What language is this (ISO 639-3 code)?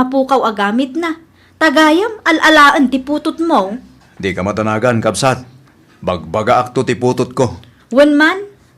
ilo